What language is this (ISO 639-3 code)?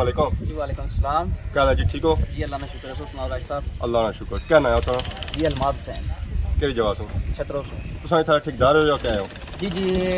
phr